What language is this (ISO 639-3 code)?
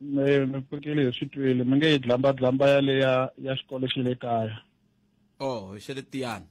tso